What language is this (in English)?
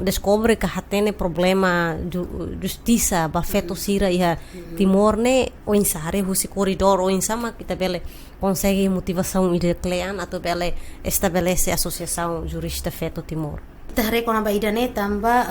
Tetum